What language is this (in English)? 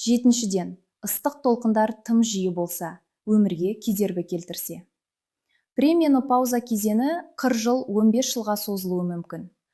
Kazakh